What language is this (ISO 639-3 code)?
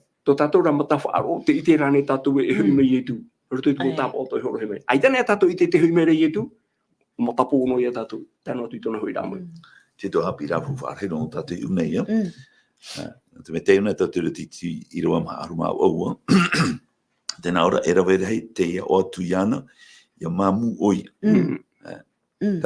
tah